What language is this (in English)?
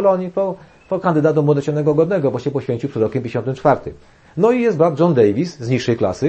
Polish